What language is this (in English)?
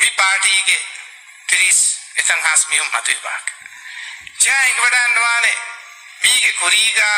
Divehi